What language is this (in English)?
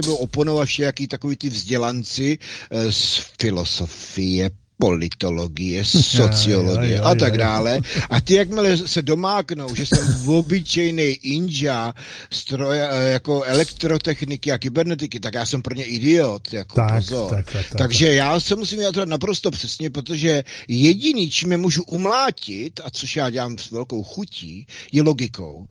Czech